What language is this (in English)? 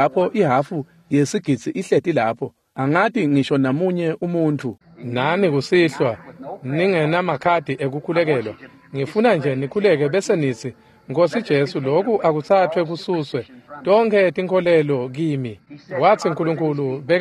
Swati